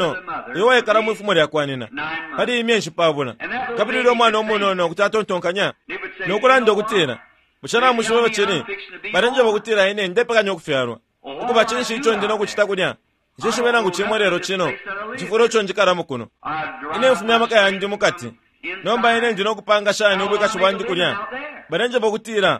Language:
Bemba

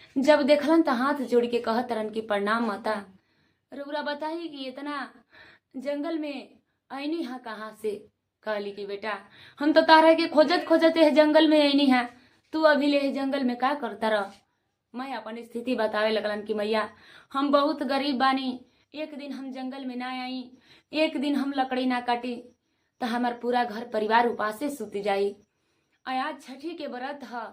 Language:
Bhojpuri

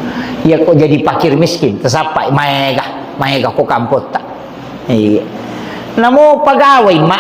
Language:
Buginese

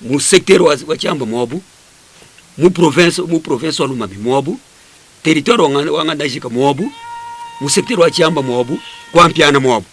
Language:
Luba-Lulua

